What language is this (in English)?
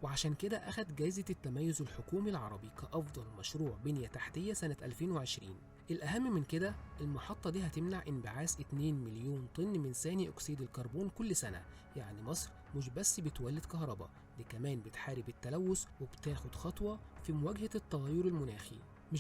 Egyptian Arabic